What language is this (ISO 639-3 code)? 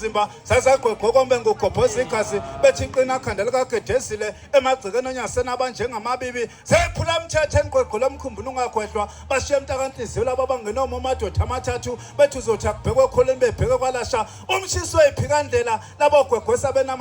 zul